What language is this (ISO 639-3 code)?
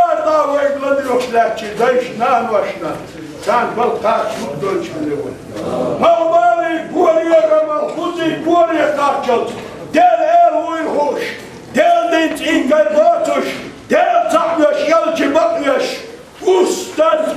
che